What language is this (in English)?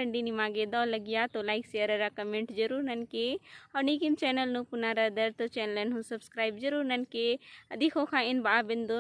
Kurukh